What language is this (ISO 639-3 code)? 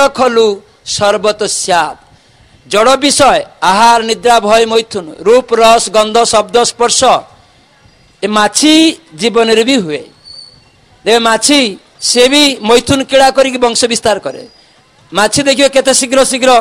ori